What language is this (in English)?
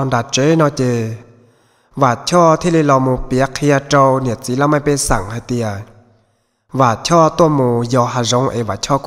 Hmong